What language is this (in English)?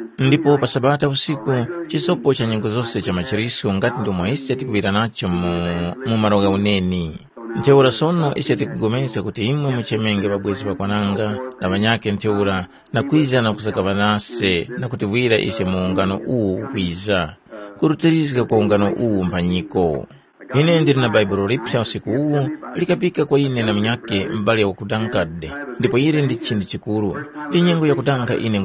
Tumbuka